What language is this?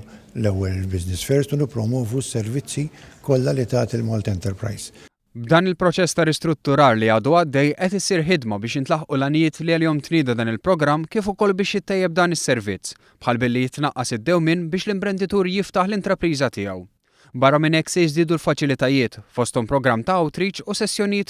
Maltese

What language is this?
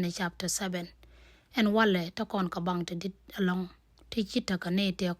Nuer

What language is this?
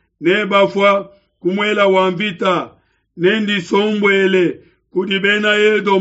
Luba-Lulua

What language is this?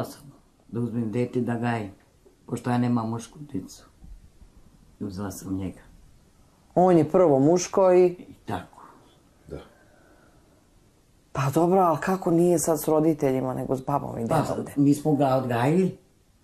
Serbian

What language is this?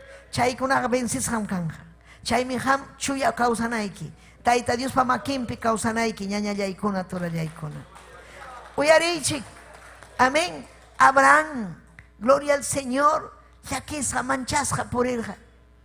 Ayacucho Quechua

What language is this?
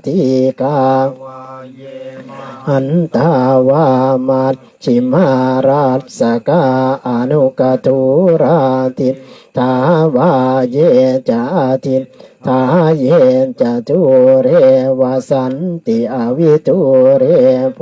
Pali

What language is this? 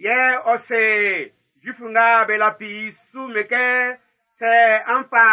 Baoulé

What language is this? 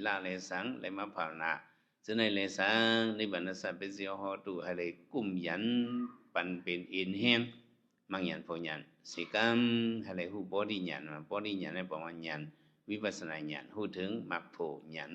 Shan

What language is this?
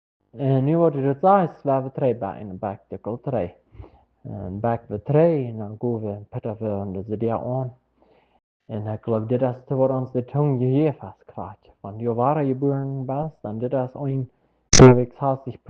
Plautdietsch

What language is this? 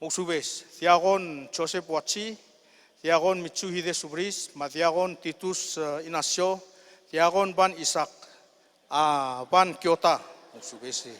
Palauan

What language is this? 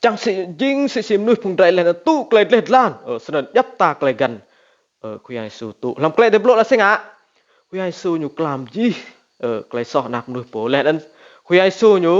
Rade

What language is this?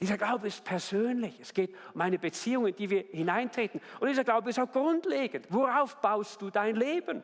Swiss German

